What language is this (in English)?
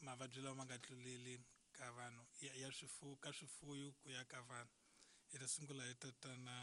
Tsonga